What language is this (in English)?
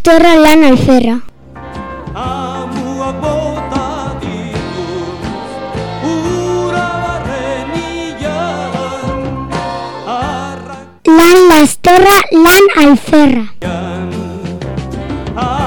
Basque